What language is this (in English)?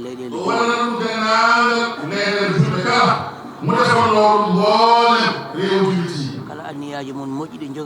Fula